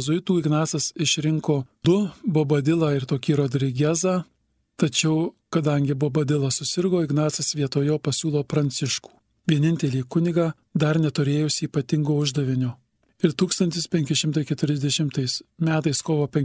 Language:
Lithuanian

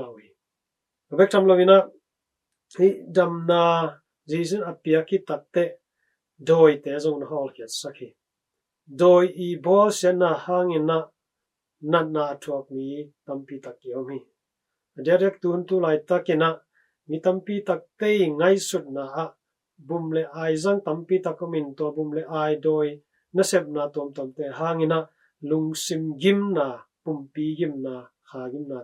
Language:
Tedim Chin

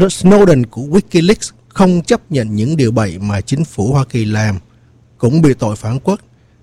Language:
Vietnamese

